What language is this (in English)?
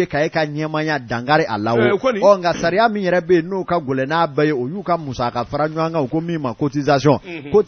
Bambara